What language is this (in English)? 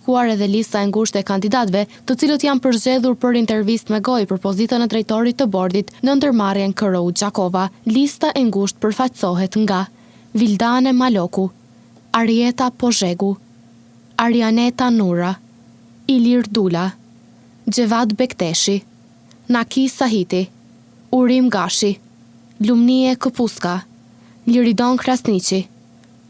Albanian